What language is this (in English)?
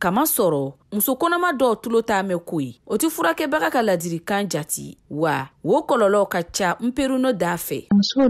Bambara